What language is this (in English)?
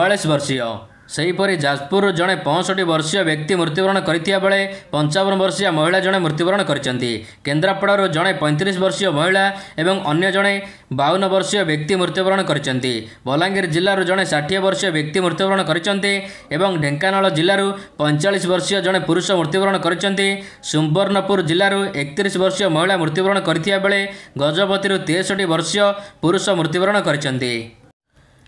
Odia